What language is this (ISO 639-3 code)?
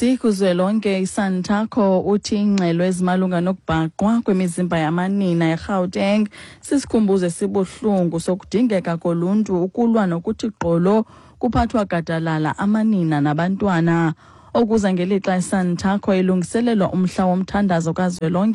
xho